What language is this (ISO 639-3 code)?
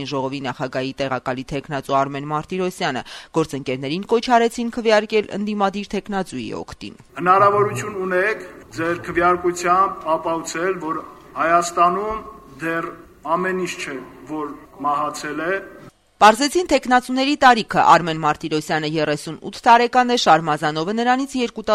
hye